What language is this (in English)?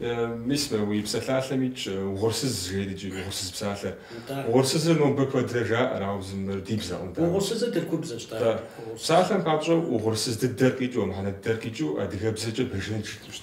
Kabardian